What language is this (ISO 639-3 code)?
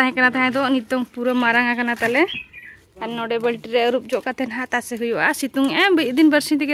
sat